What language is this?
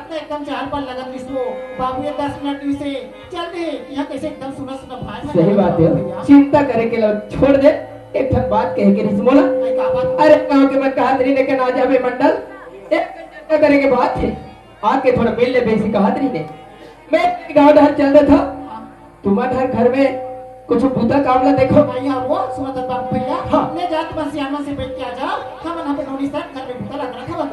Chhattisgarhi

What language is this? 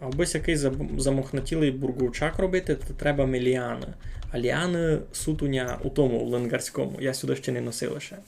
Rusyn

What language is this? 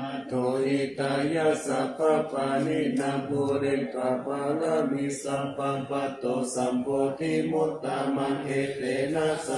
Pali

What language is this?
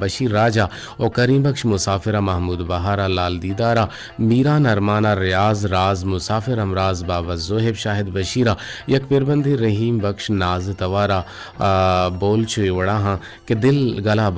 Eastern Balochi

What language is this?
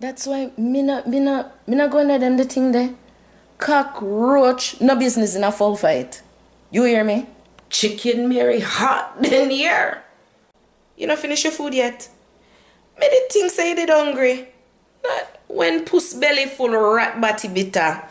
Jamaican Creole English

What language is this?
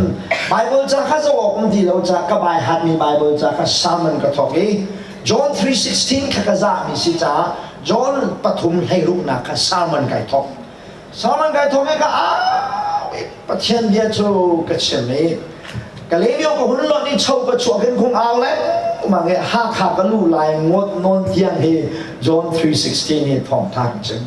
Hakha Chin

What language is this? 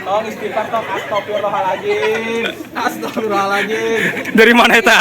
Betawi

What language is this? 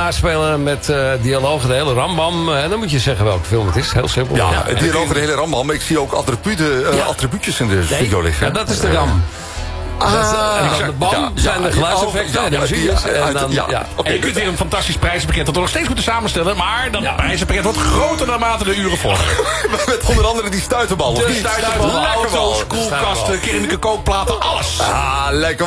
Dutch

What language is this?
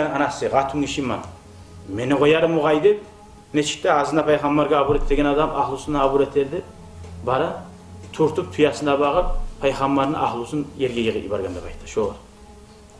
Kumyk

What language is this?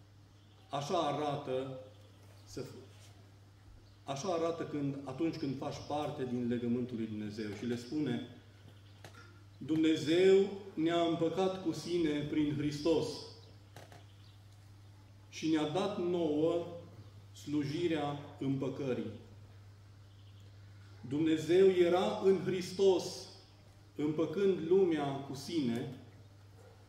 Romanian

